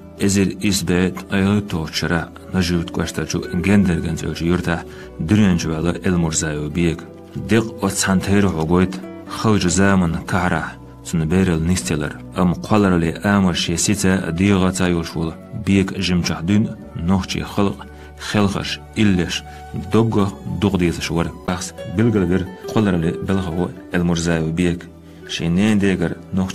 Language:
Chechen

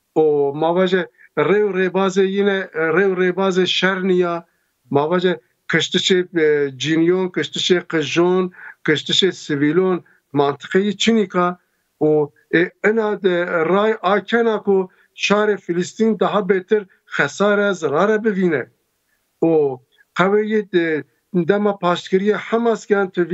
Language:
Zaza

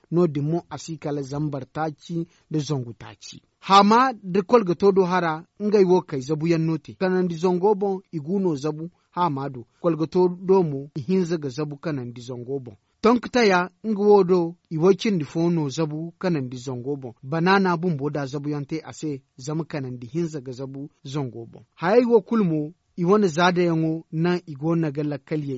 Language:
Zarma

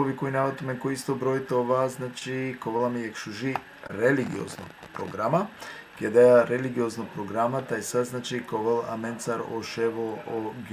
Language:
Balkan Romani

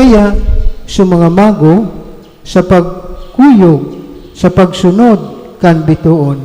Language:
Bikol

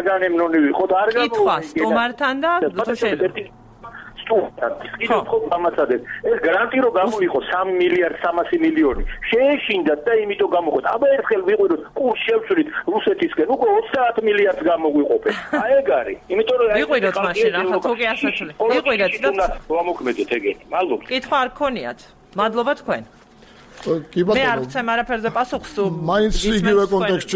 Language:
Georgian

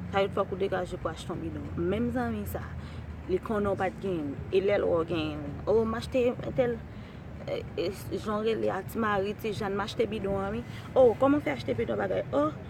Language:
Haitian Creole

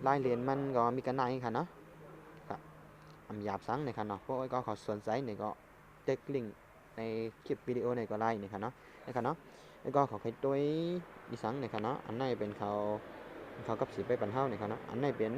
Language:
Shan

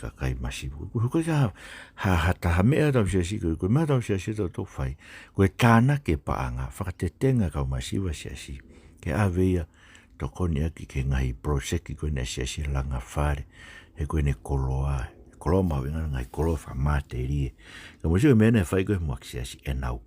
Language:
Tongan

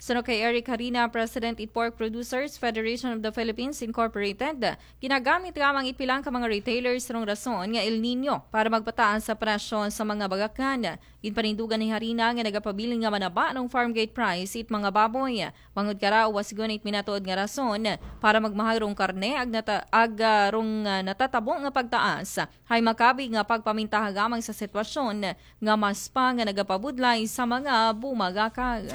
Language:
Aklanon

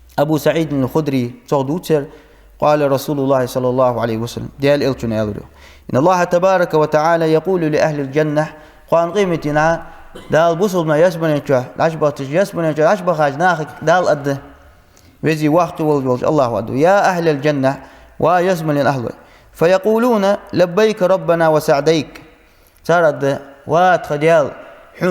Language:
Ingush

